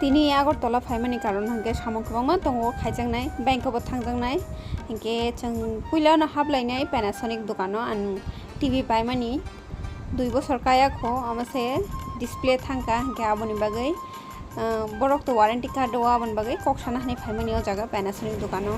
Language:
Kok Borok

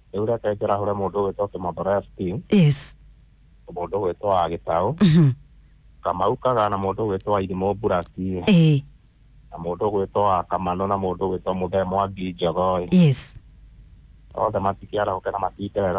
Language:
Kikuyu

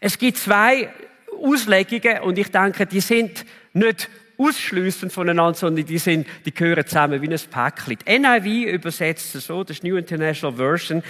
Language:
Swiss German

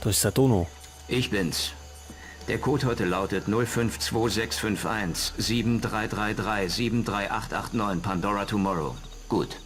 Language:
Bavarian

